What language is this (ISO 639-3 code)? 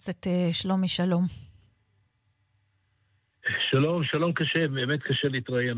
heb